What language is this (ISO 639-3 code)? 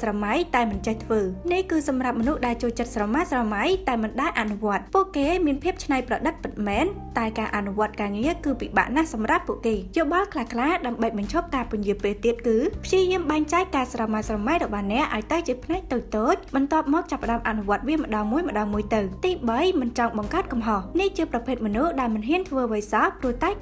khm